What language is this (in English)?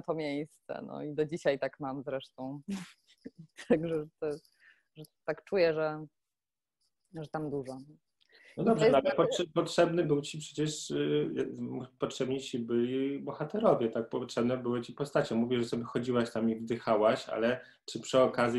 Polish